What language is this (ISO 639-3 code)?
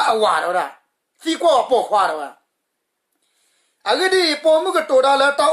ksw